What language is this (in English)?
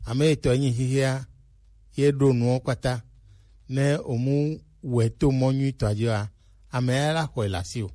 Gen